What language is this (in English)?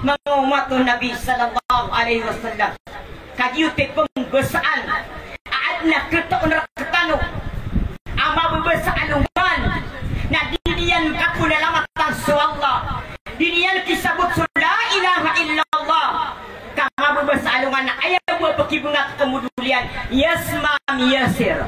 Maranao